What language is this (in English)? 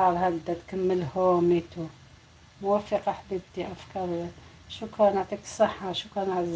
Algerian Arabic